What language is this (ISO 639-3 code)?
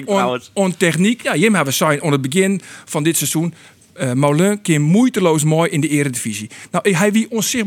fry